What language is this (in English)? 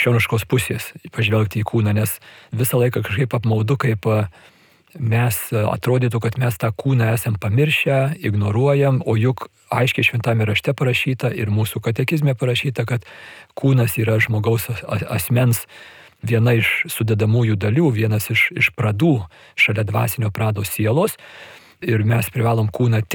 Lithuanian